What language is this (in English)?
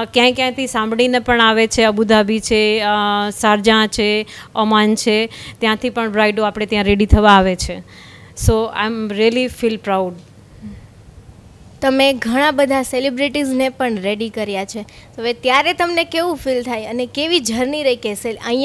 Gujarati